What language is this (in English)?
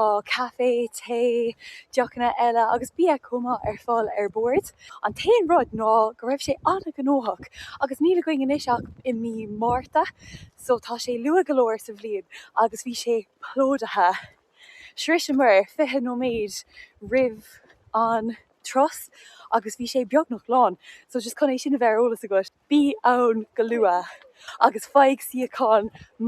Irish